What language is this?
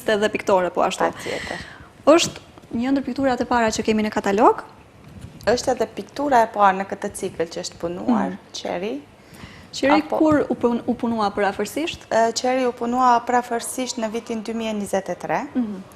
Albanian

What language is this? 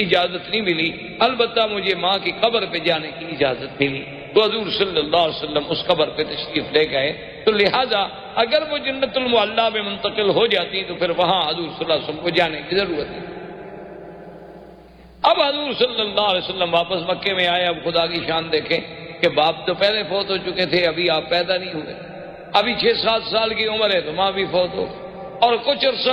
Urdu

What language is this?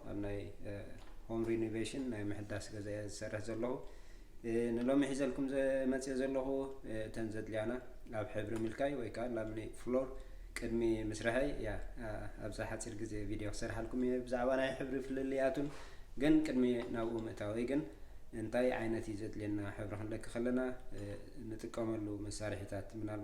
Tigrinya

